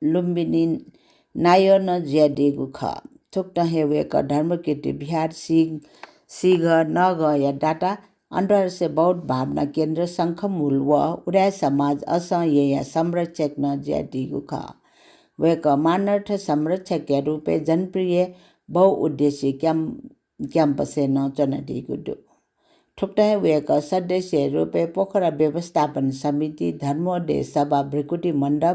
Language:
Newari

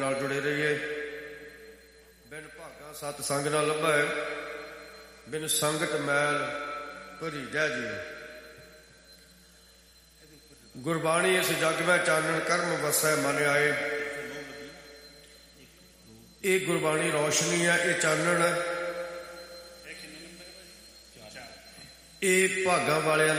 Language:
Punjabi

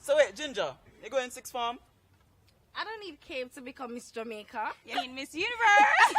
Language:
Jamaican Creole English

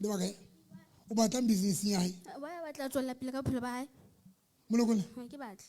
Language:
Southern Sotho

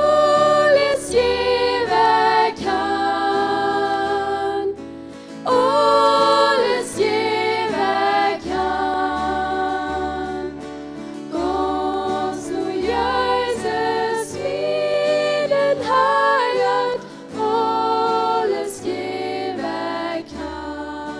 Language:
Plautdietsch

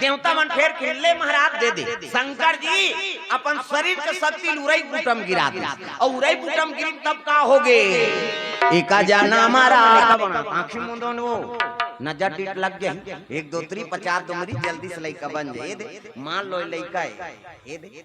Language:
Chhattisgarhi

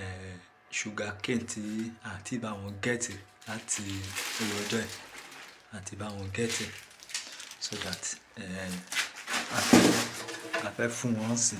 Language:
Yoruba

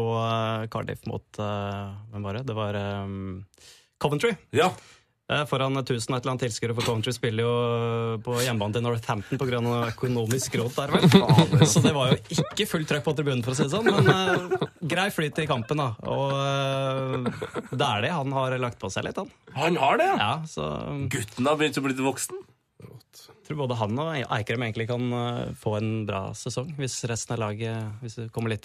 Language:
Norwegian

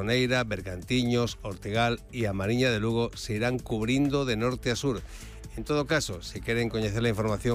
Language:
Galician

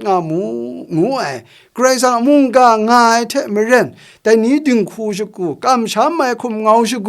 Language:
Kachin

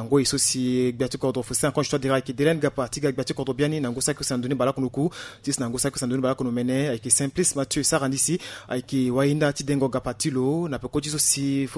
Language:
Sango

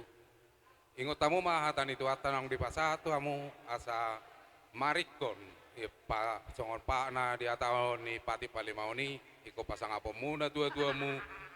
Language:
Batak Toba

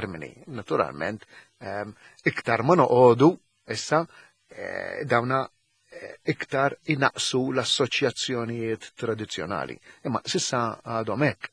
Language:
Maltese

